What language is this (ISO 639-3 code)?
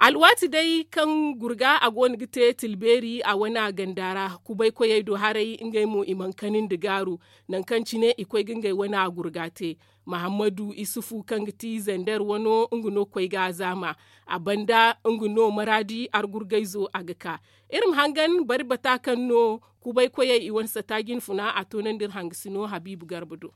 dje